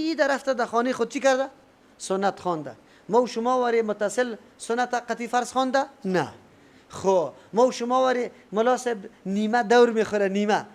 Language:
Persian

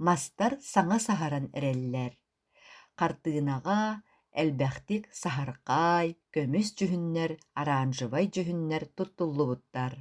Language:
Yakut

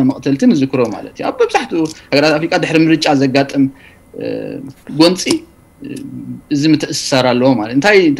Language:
Tigrinya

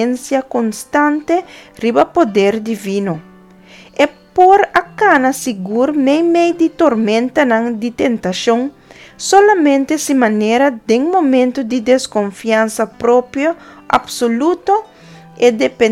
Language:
Papiamento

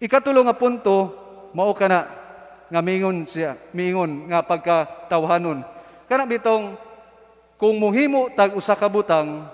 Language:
Cebuano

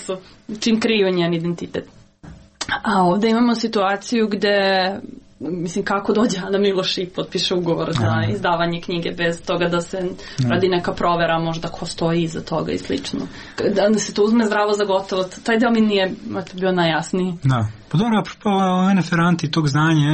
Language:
Serbian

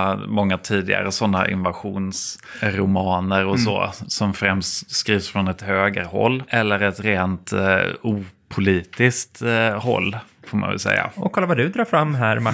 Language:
Swedish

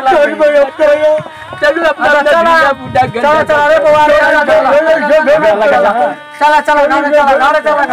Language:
Maithili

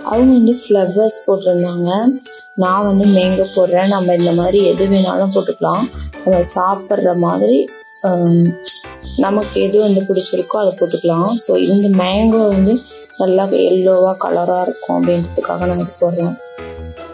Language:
Tamil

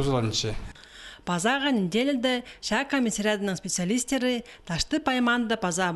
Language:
Khakas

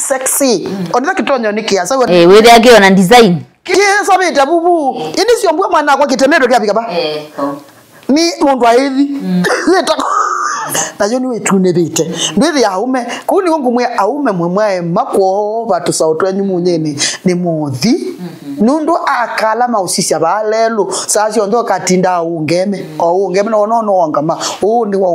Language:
Kamba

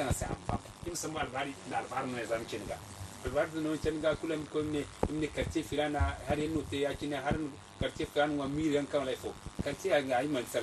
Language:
Zarma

